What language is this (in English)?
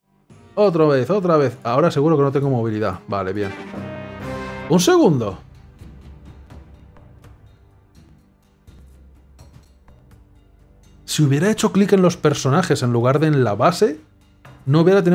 Spanish